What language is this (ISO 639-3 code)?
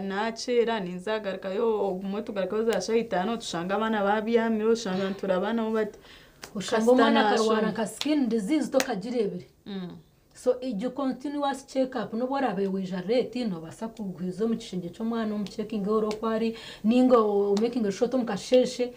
nyn